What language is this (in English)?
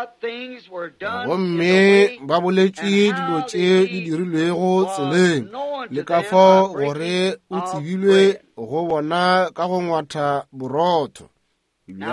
Northern Sotho